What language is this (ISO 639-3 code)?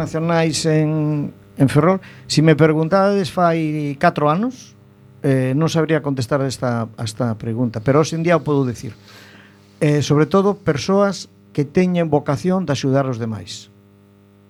glg